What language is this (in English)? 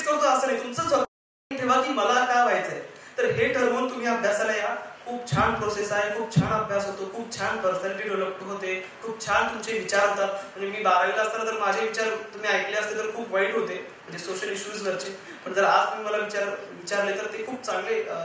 Marathi